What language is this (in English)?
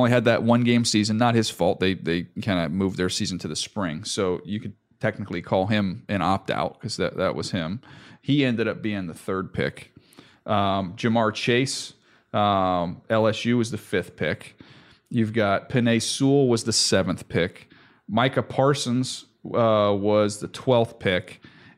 English